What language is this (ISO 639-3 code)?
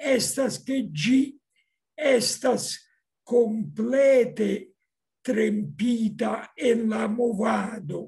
epo